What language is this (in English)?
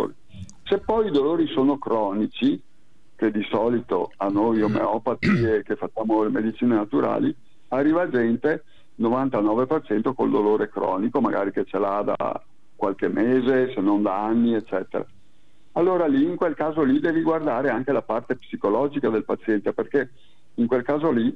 Italian